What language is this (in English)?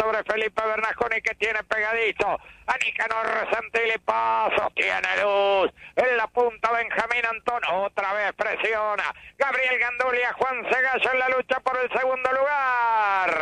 Spanish